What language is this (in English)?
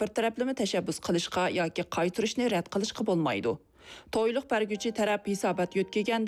Uyghur